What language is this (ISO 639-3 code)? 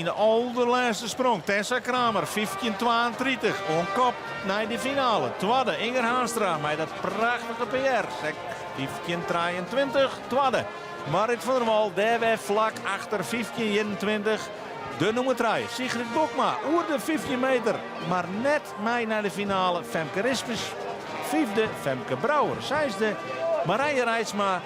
fry